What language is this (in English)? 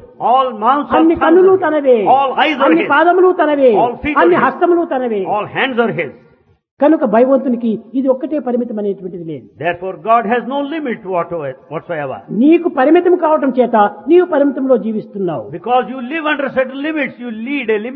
Telugu